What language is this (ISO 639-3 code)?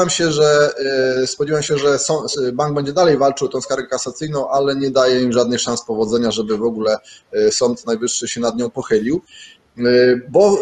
pol